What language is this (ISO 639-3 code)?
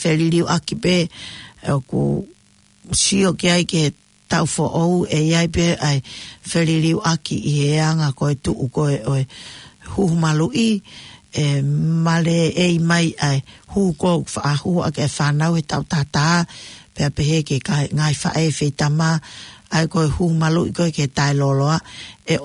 ton